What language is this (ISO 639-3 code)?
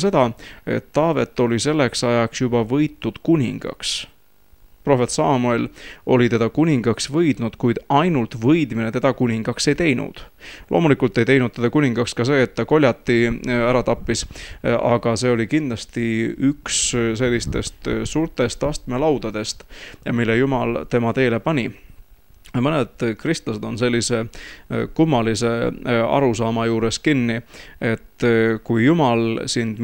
est